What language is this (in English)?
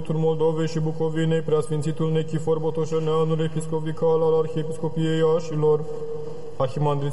Romanian